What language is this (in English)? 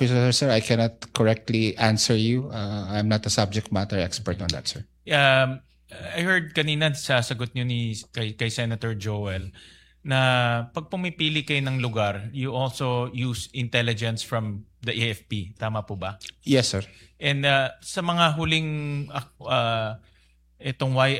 Filipino